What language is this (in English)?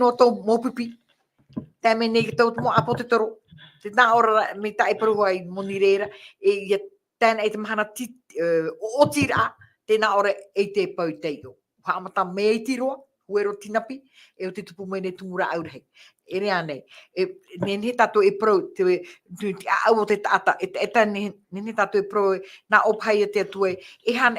Tahitian